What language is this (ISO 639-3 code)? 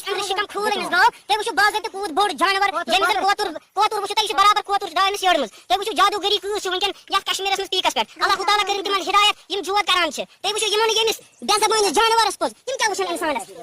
kas